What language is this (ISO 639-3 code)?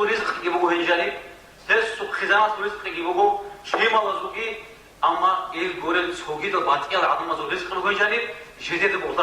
ava